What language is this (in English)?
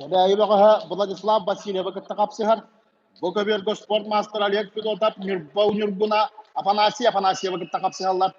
Yakut